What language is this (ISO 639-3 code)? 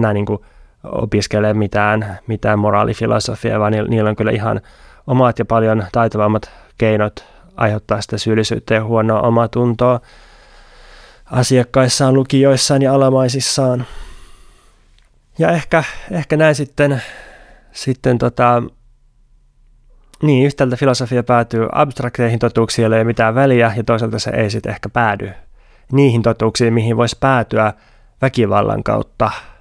fin